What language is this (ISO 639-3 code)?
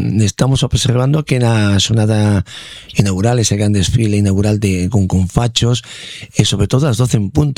glg